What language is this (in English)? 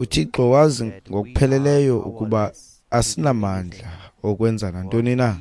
Xhosa